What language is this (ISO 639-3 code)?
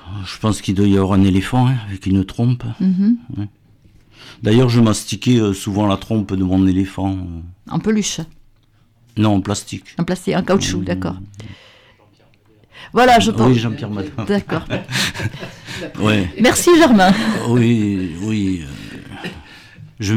fra